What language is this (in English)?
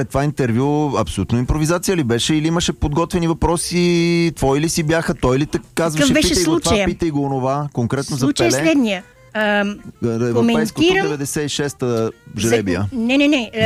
Bulgarian